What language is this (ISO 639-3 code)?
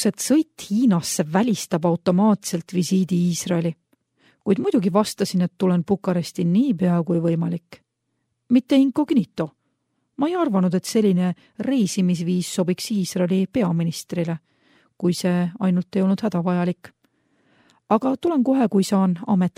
est